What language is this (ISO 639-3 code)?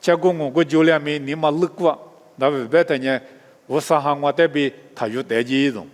lis